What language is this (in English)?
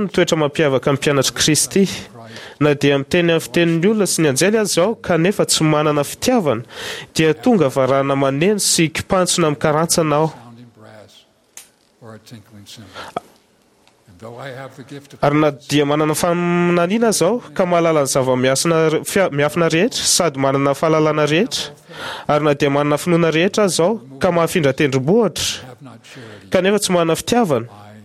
Malagasy